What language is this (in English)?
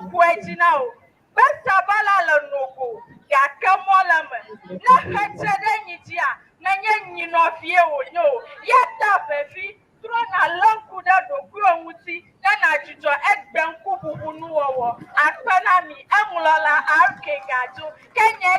Ewe